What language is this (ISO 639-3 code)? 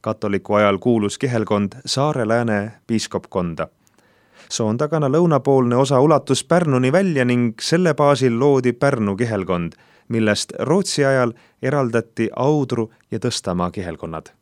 est